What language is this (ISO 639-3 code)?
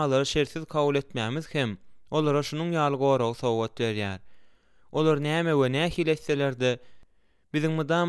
tuk